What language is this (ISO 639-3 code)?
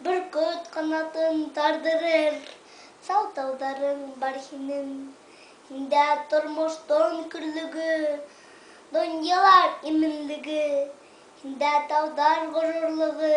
bak